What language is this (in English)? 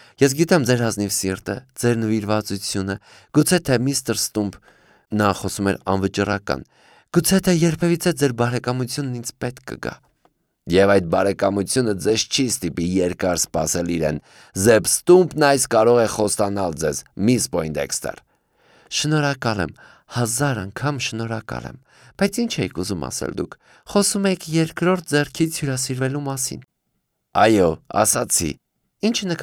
Armenian